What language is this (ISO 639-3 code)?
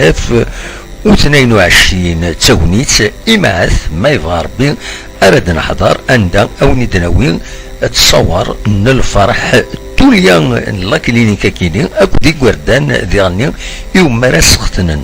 kab